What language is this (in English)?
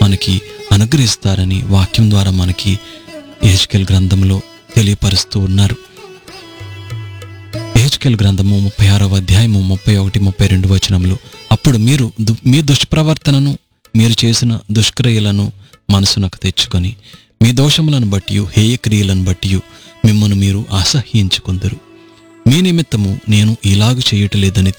Telugu